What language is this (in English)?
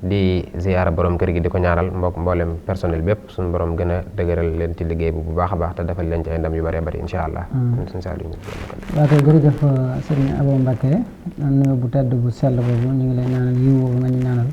Wolof